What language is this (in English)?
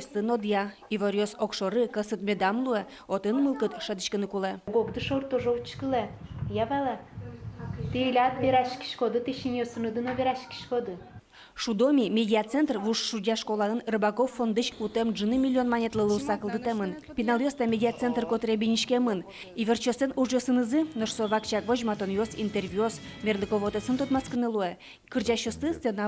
Udmurt